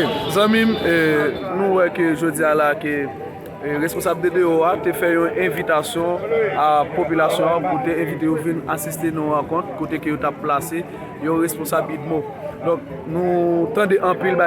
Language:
Haitian Creole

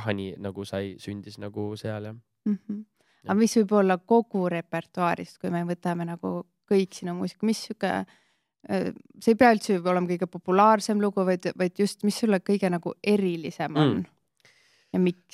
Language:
Estonian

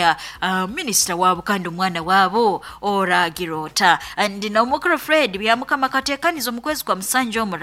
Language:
Nyoro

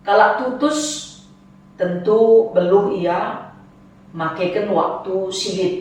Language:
Batak Karo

